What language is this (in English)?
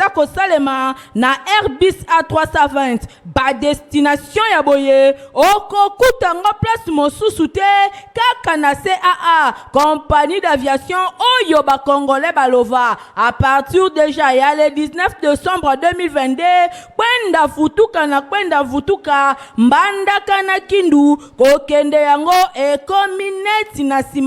Lingala